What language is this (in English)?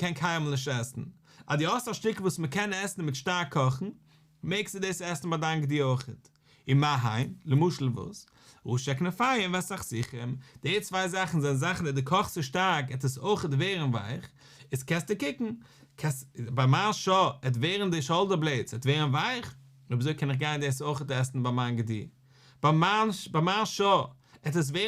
Yiddish